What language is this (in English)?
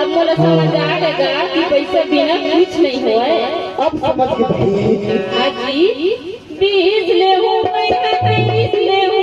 Chhattisgarhi